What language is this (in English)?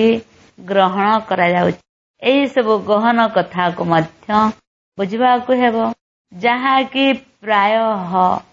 Odia